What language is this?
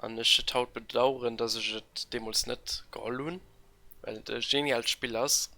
Luxembourgish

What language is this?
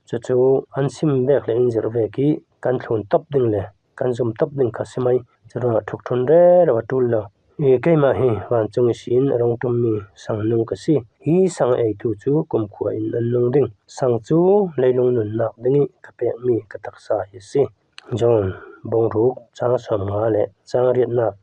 Falam Chin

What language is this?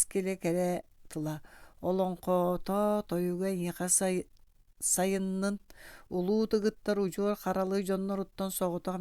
Yakut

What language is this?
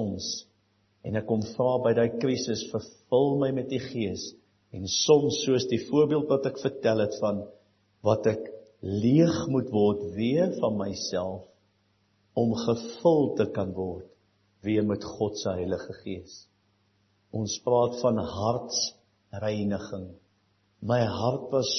Afrikaans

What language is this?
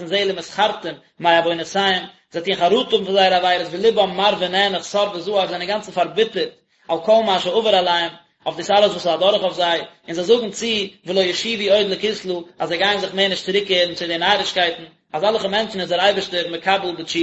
Yiddish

